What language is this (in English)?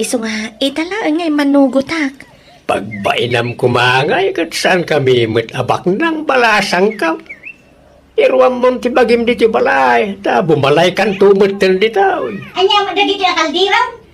Iloko